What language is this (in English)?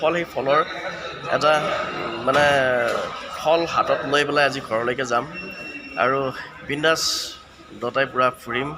Assamese